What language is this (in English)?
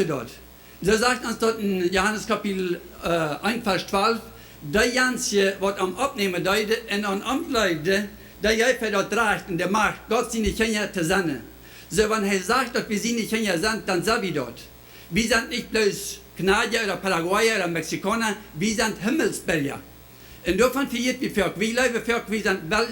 Plautdietsch